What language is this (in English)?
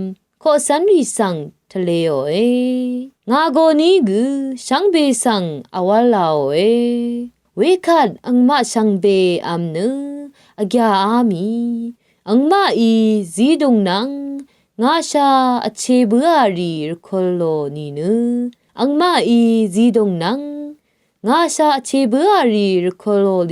Rawang